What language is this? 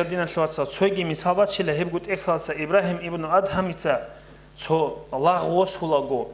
Avaric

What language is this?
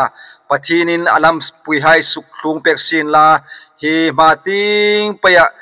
Hmar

